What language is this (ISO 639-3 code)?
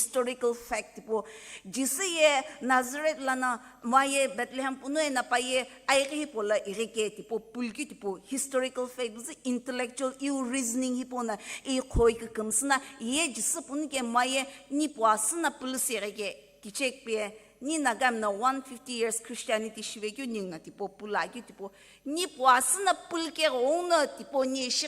nsm